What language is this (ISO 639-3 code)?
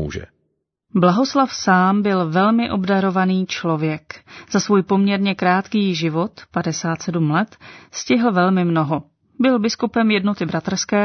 ces